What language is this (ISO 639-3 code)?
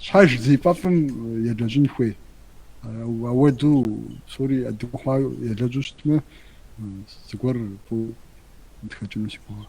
kbd